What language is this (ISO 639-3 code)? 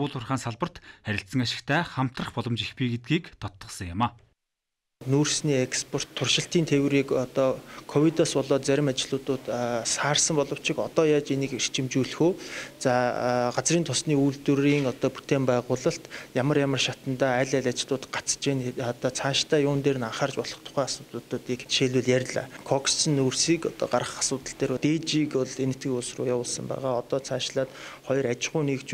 mon